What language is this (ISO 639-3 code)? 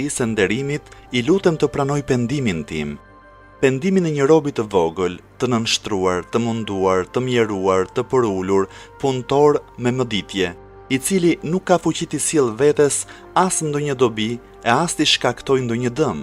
sqi